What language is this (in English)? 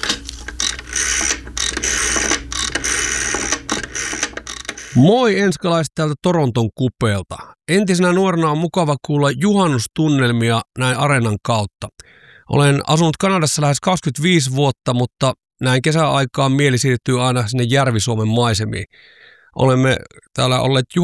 Finnish